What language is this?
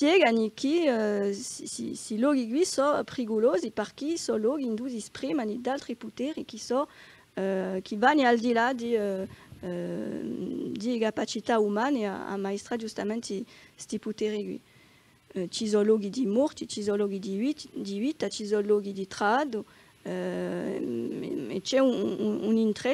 Corsican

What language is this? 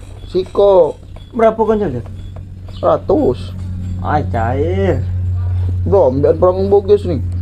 Musi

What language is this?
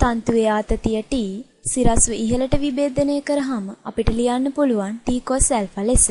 Sinhala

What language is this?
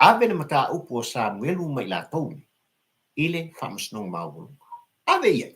Samoan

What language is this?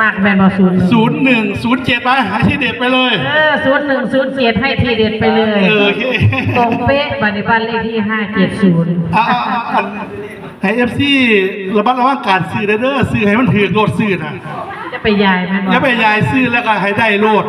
Northeastern Thai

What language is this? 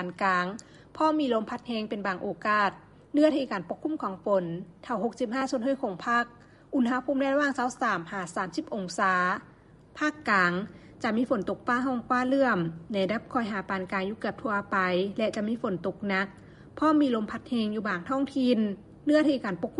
Lao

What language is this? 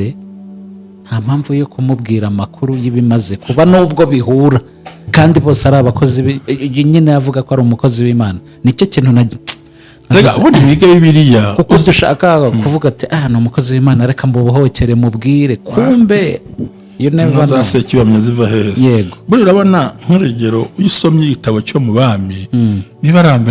Kinyarwanda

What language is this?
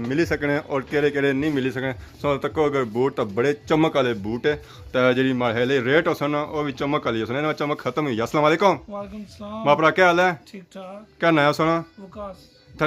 Pahari-Potwari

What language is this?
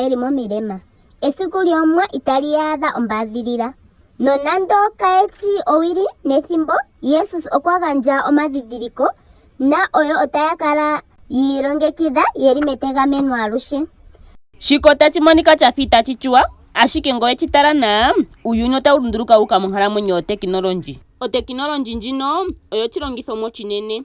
Ndonga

